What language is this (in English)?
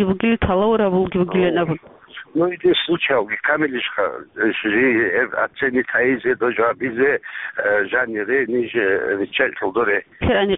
Avaric